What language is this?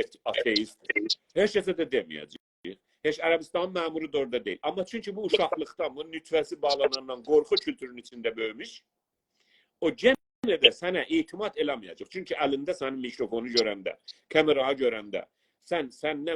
South Azerbaijani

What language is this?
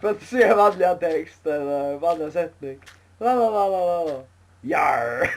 Faroese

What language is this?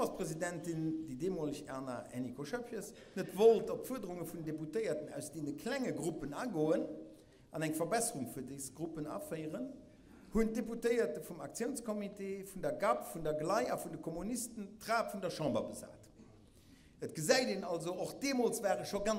Luxembourgish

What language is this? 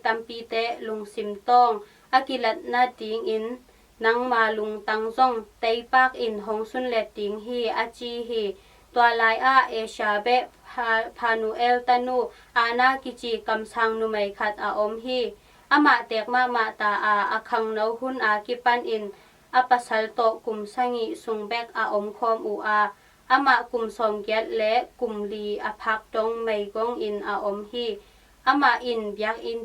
Tedim Chin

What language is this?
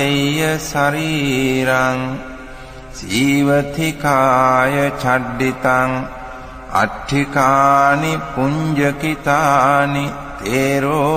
Pali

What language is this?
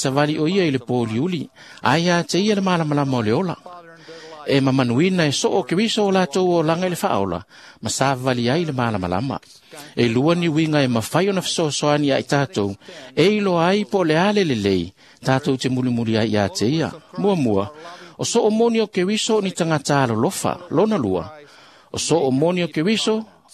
Samoan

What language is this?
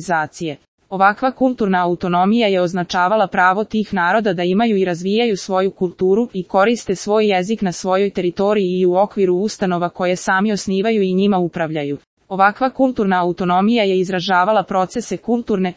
Serbian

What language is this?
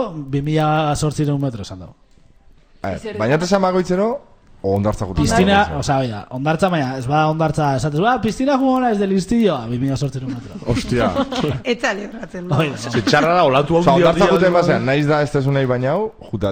Basque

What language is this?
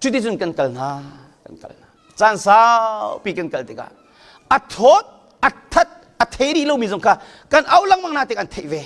Hakha Chin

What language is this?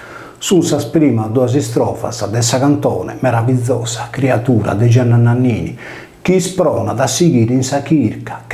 Sardinian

